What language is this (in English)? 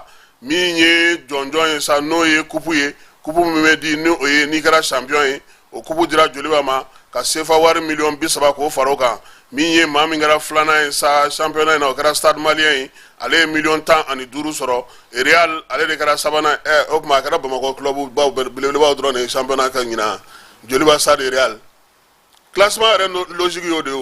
Bambara